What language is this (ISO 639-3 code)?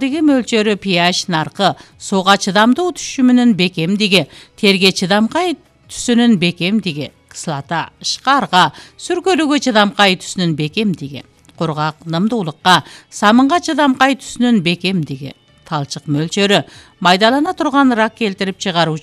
kir